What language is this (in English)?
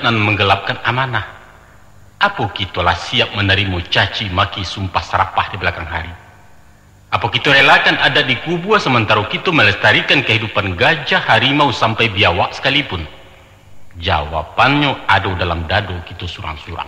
Minangkabau